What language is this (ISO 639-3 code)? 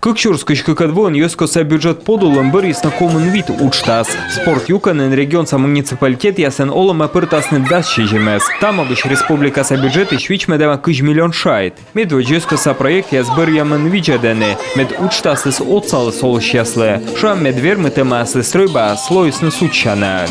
kom